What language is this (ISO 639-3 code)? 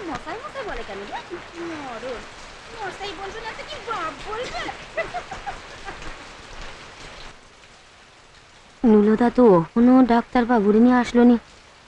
ben